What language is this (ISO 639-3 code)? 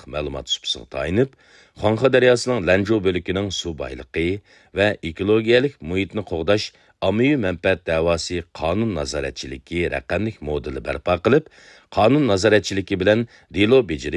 uig